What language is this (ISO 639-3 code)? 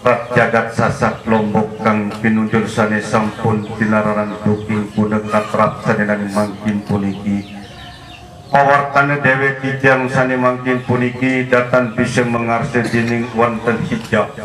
sas